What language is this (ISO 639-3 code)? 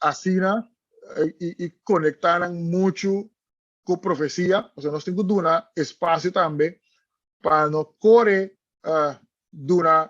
pap